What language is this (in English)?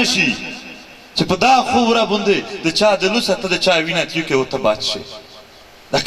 Pashto